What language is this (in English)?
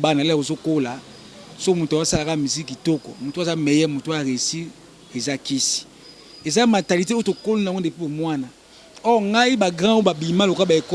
Lingala